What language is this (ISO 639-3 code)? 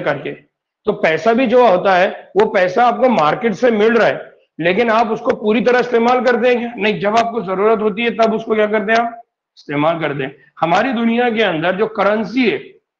urd